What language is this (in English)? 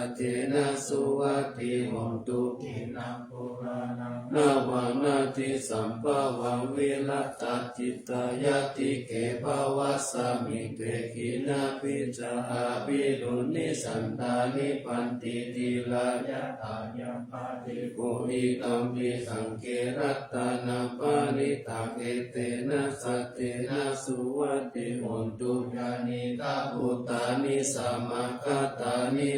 Pali